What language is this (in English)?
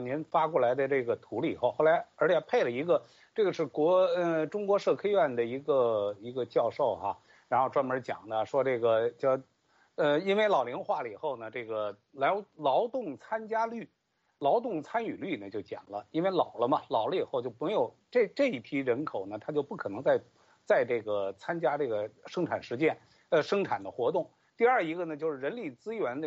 Chinese